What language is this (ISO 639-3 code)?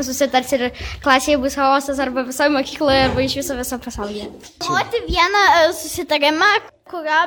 lit